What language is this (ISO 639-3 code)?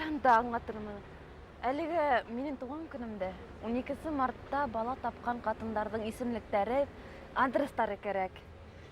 bak